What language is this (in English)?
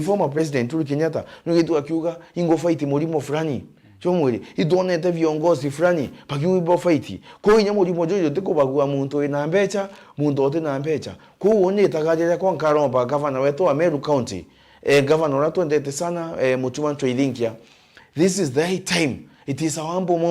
Meru